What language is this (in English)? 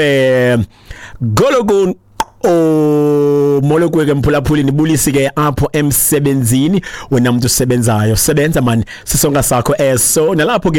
Xhosa